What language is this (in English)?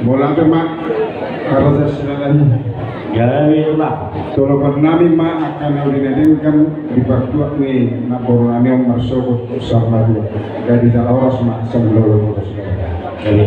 Batak Toba